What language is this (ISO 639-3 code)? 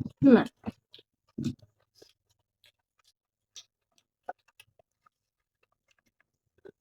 ksw